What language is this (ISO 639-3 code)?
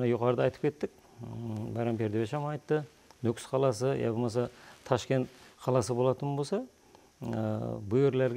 kaa